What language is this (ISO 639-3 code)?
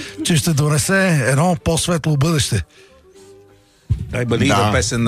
bul